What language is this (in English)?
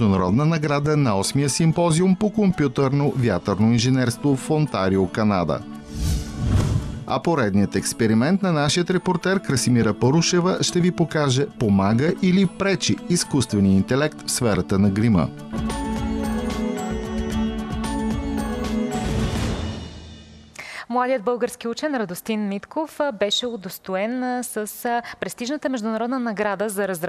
Bulgarian